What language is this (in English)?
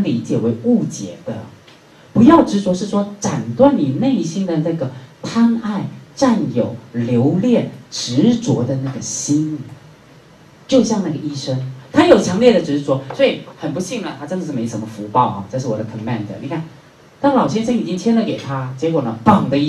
Chinese